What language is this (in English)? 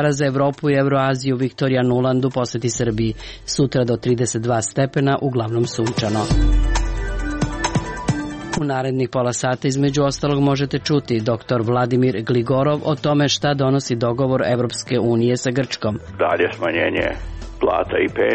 Serbian